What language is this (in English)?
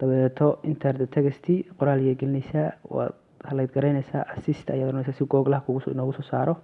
Somali